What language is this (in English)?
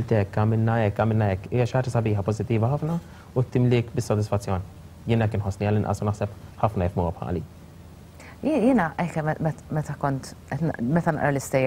Maltese